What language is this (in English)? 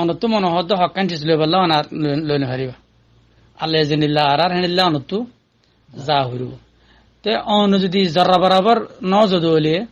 Rohingya